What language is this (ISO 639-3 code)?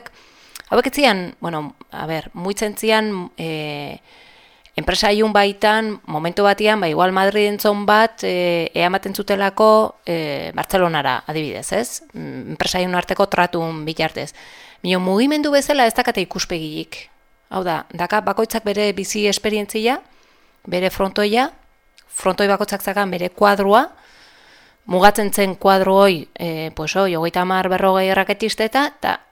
eus